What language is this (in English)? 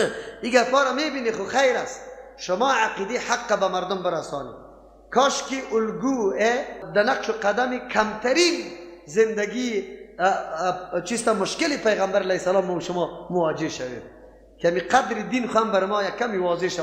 Persian